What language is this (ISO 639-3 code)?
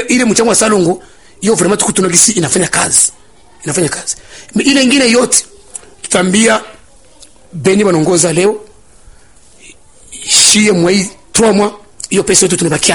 swa